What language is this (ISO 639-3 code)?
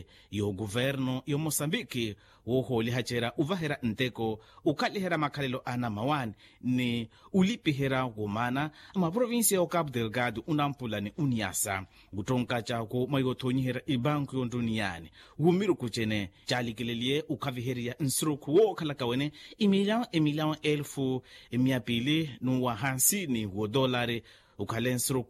vmw